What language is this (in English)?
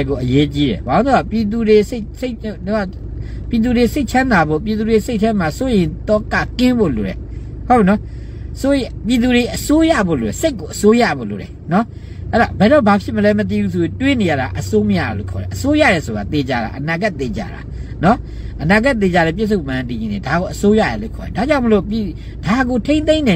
Burmese